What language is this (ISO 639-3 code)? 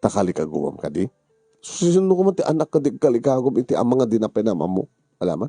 ilo